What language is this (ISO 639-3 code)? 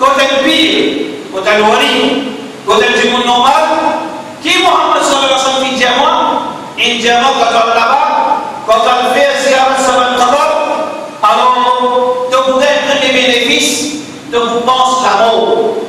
mfe